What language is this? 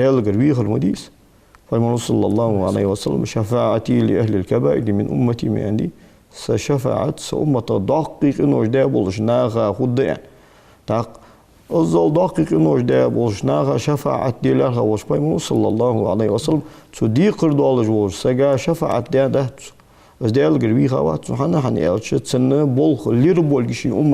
Ingush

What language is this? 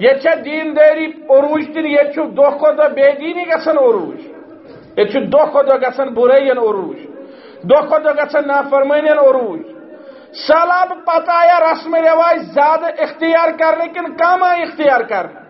Kashmiri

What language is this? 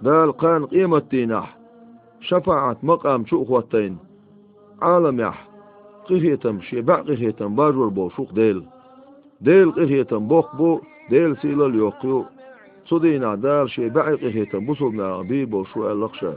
Chechen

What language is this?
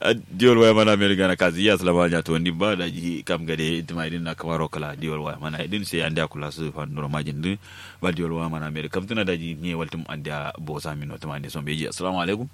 Kanuri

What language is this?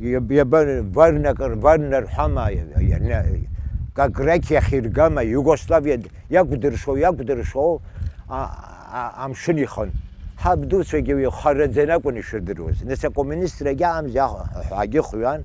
Abkhazian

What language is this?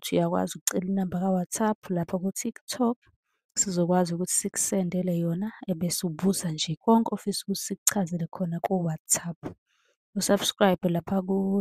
Zulu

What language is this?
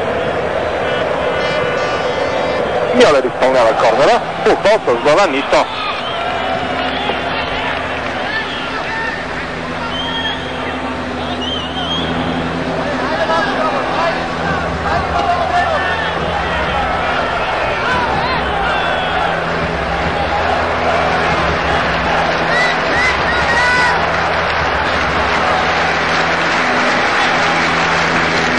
Bulgarian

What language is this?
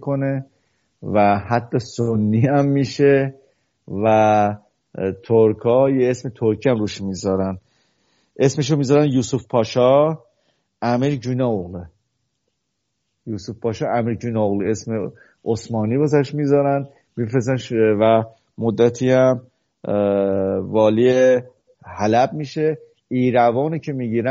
Persian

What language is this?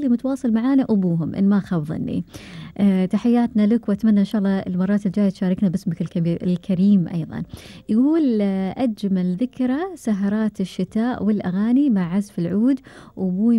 Gulf Arabic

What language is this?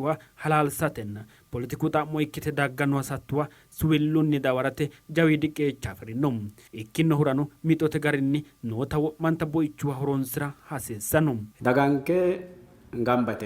Sidamo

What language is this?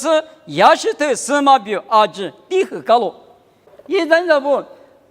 Lisu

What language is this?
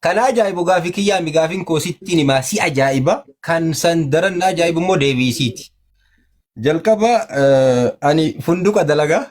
Oromo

